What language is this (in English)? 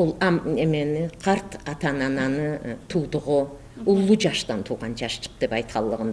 Karachay-Balkar